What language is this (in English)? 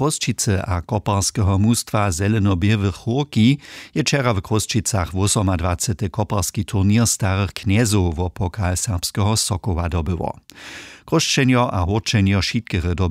Upper Sorbian